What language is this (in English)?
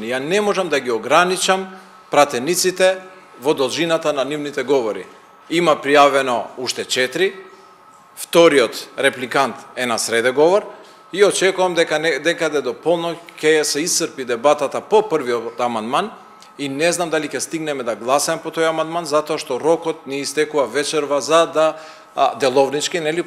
Macedonian